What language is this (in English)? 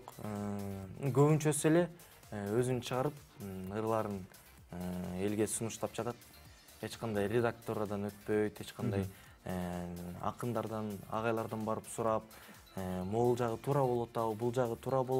Kyrgyz